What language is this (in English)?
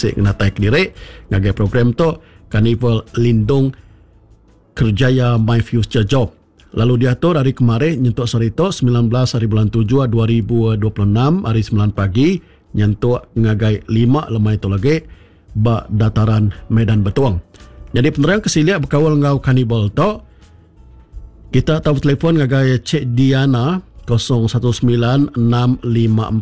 Iban